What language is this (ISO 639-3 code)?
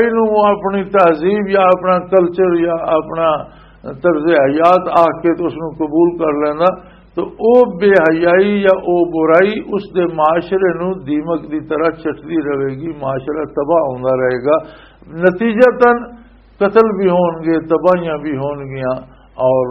lah